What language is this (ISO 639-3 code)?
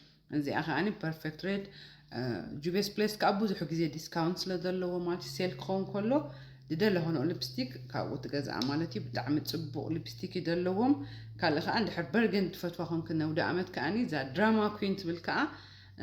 tir